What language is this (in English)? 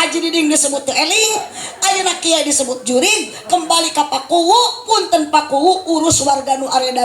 Sundanese